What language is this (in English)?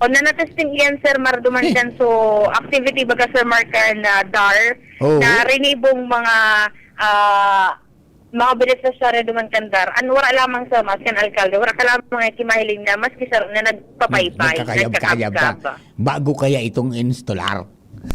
Bikol